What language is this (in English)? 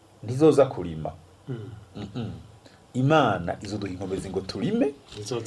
Rundi